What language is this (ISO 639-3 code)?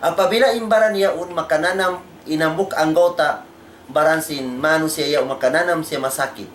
tsg